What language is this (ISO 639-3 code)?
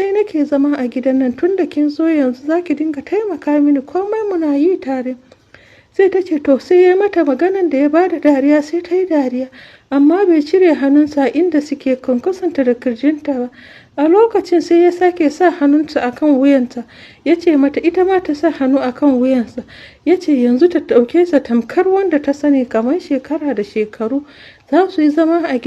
hau